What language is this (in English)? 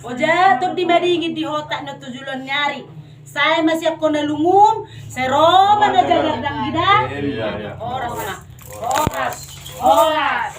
Batak Toba